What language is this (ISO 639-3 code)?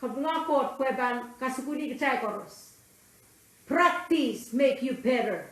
pon